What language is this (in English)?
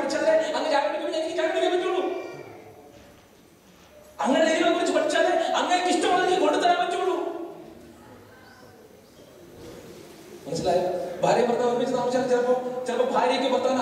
Malayalam